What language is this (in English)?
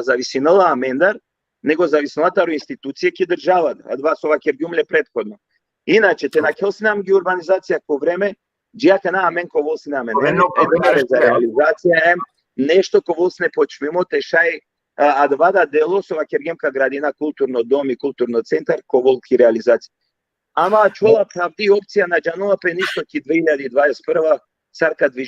Balkan Romani